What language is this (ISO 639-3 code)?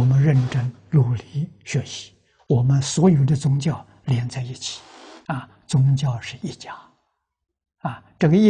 zho